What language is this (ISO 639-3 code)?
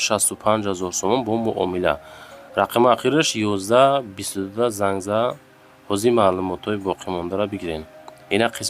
tgk